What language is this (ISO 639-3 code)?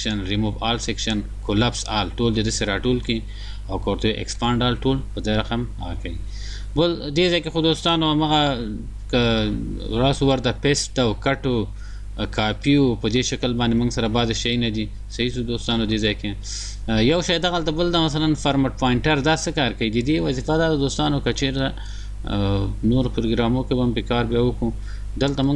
pus